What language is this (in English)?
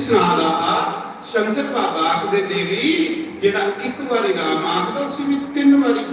Dogri